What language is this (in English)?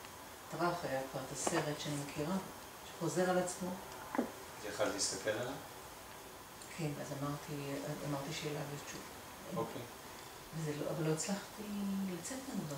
Hebrew